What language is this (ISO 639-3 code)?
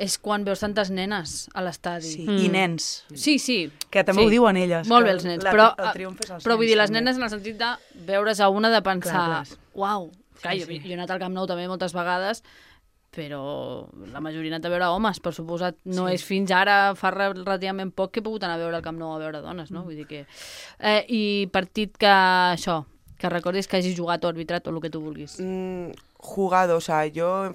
cat